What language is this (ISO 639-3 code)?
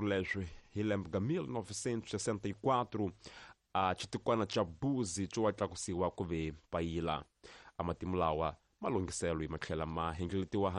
tso